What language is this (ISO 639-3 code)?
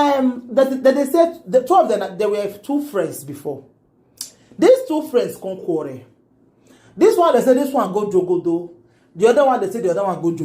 pcm